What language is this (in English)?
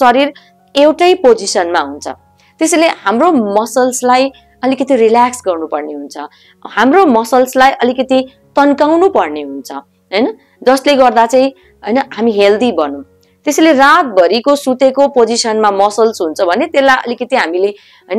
Nepali